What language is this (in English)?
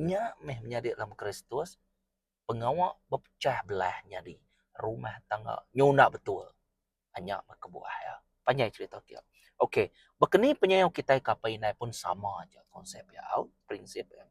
Iban